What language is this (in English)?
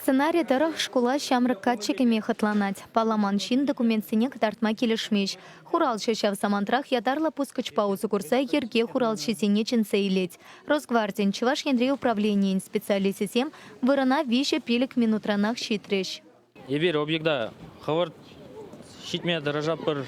Chuvash